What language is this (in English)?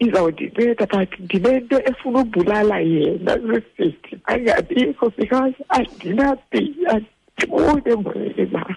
Xhosa